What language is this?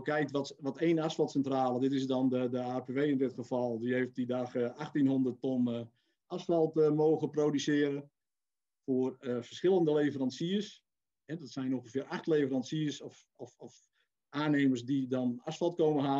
Dutch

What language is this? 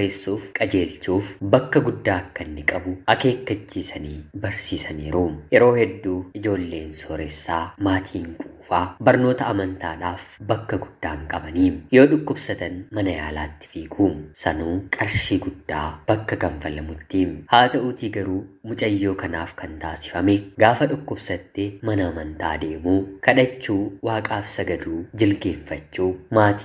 Oromo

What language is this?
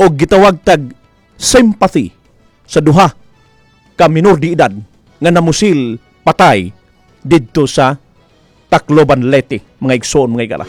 Cebuano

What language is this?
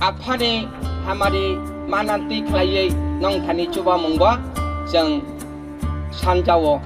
Kok Borok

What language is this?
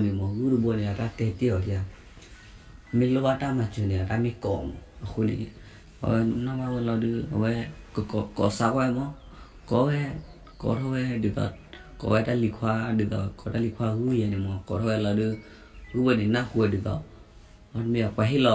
S'gaw Karen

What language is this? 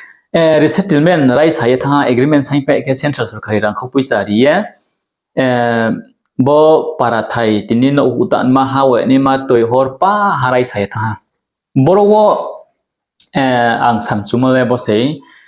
Riang (India)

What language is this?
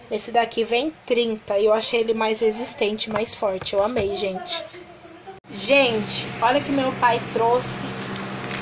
Portuguese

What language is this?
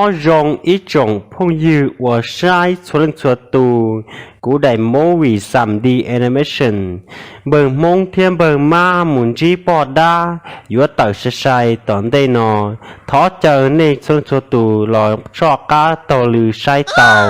Hmong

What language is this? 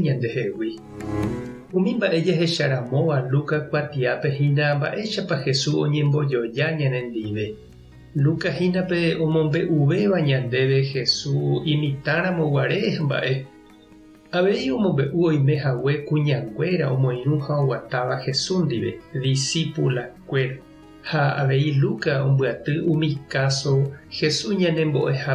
Guarani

